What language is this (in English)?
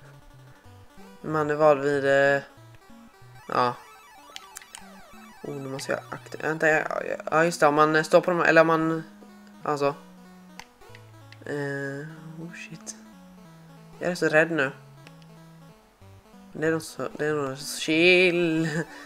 Swedish